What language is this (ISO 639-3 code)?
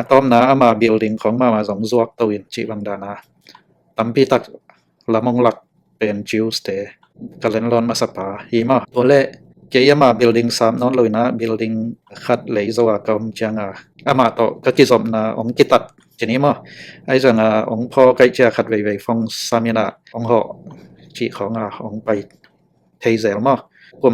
ctd